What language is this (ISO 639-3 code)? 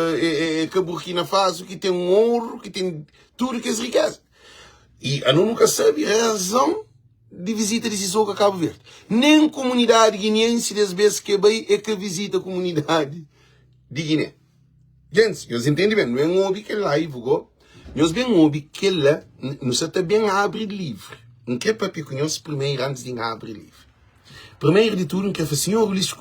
kea